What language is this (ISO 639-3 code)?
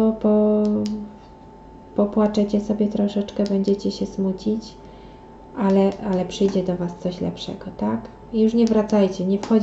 pol